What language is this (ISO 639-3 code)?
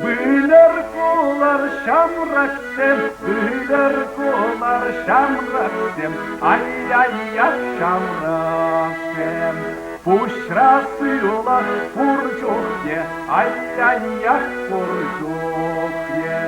chv